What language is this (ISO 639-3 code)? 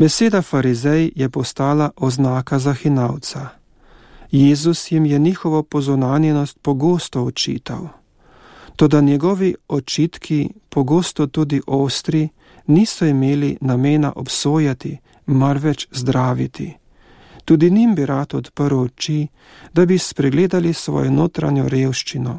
slv